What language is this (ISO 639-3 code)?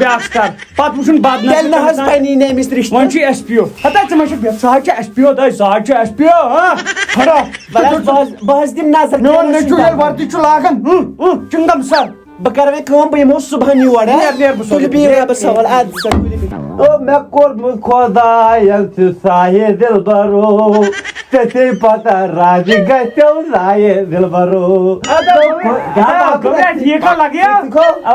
kas